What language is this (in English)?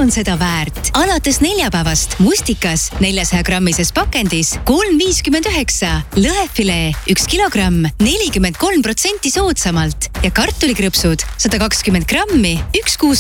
Estonian